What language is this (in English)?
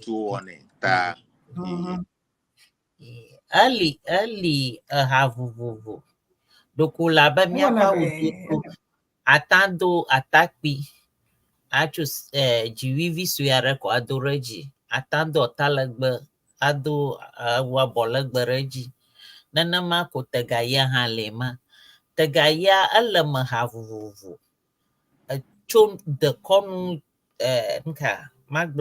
Ewe